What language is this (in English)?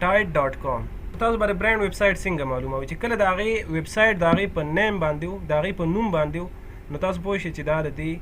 Pashto